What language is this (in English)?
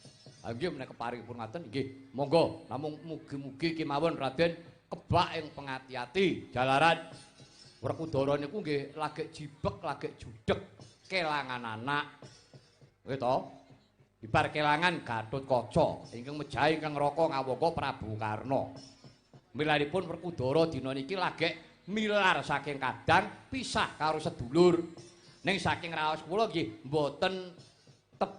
Javanese